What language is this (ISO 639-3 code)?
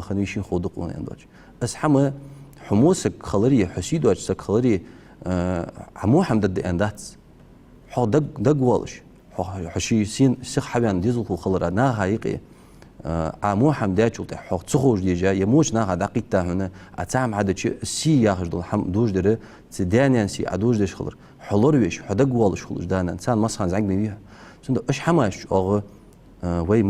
inh